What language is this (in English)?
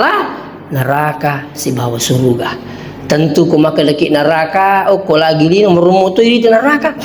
Buginese